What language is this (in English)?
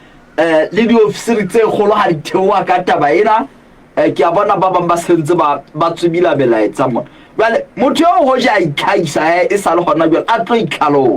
Southern Sotho